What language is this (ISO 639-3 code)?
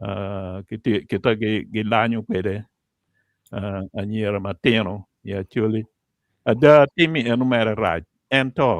ach